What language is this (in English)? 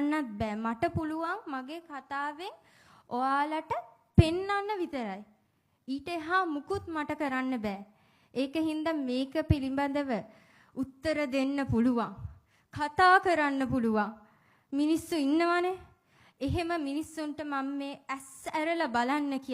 Sinhala